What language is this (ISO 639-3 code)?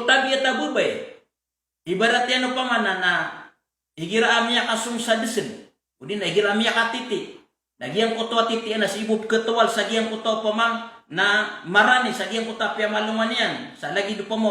mrw